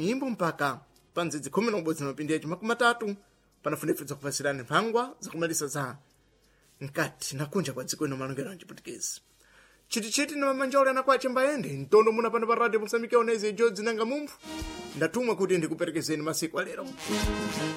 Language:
Sena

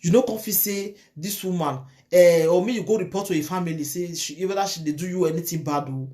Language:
Nigerian Pidgin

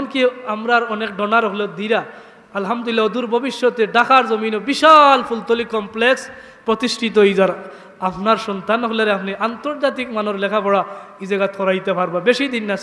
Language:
Sylheti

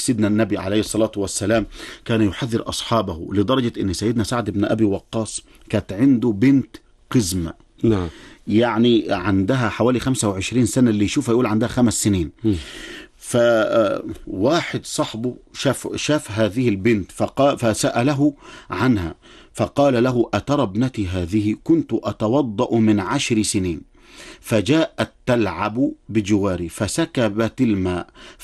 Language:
Arabic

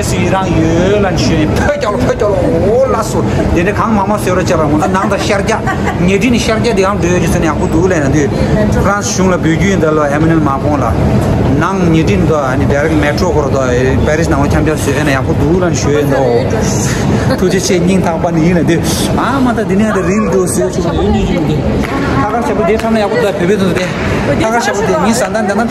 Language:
Tibetan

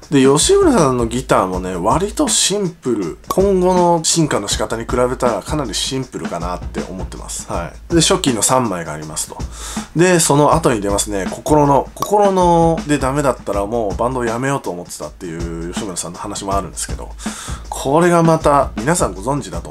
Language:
Japanese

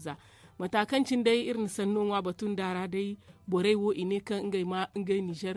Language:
Zarma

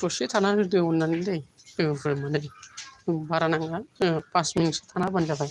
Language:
Bodo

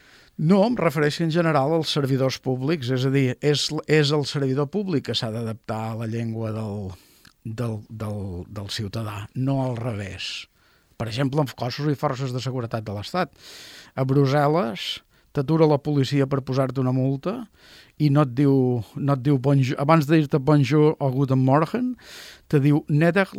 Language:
Catalan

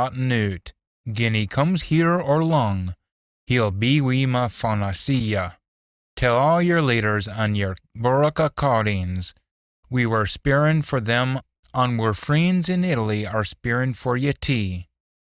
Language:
Scots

